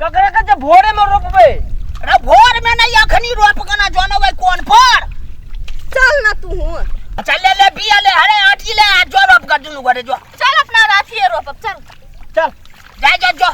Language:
Maithili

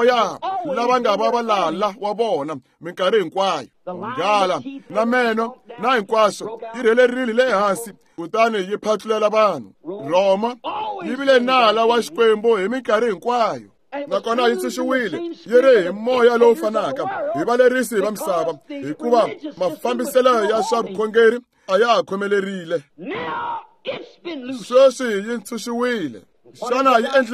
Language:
Tsonga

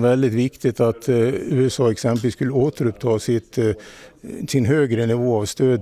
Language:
Swedish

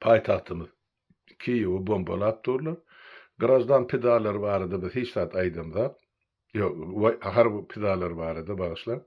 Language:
Turkmen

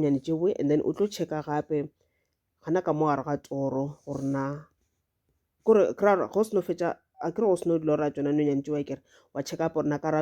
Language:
Northern Sotho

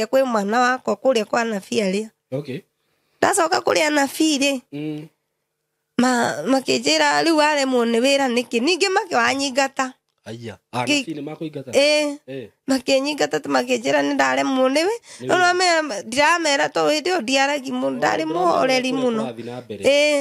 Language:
Kikuyu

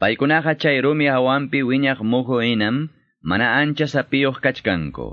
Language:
Quechua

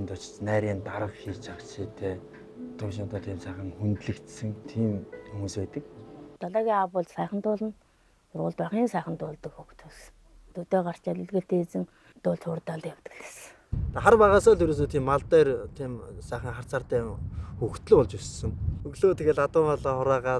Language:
Mongolian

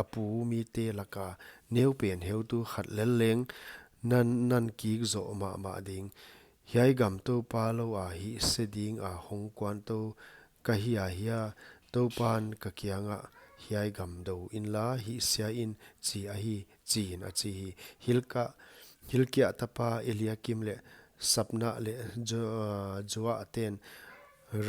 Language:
Paite Chin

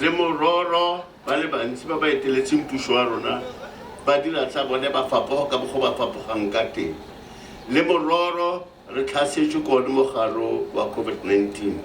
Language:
Tswana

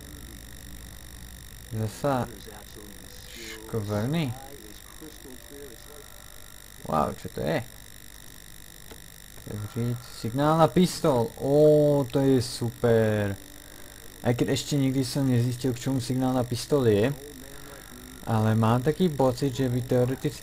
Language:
Slovak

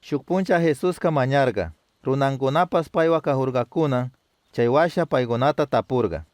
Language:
Chimborazo Highland Quichua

